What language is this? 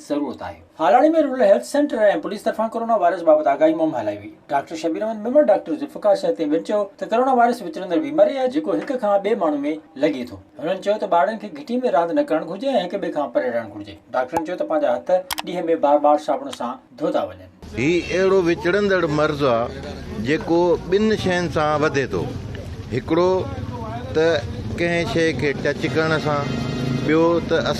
Sindhi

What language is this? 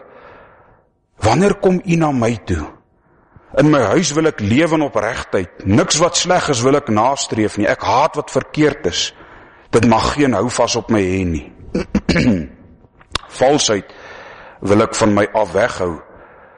Afrikaans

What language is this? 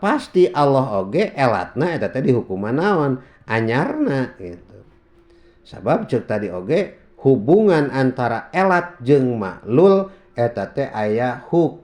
Sundanese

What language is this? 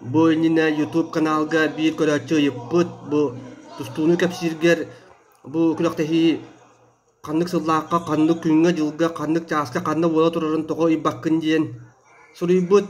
Yakut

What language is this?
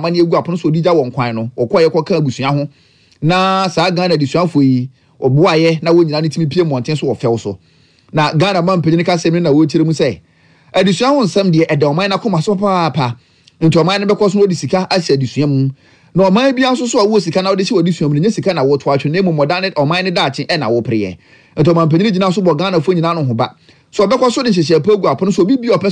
Akan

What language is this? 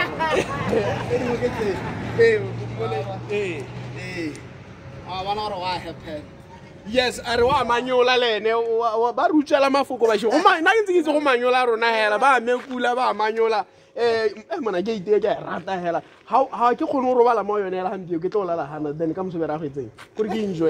Tswana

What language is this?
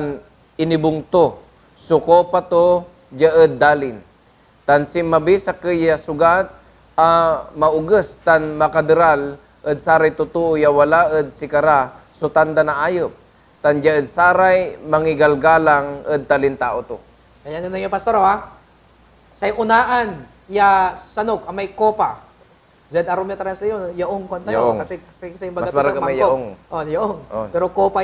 Pangasinan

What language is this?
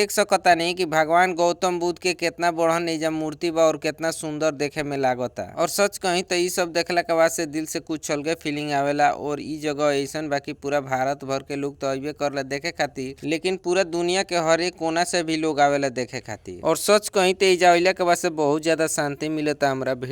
Bhojpuri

